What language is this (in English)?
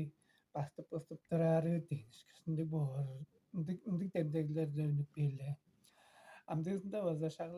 Tuvinian